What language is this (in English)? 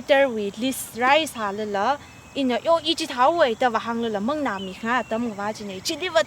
Tangkhul Naga (India)